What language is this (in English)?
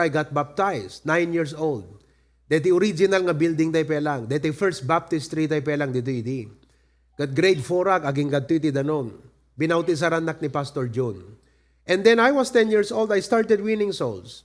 Iloko